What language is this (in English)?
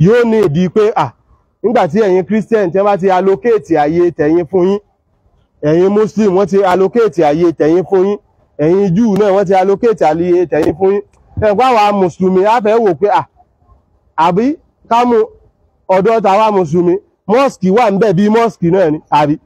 Yoruba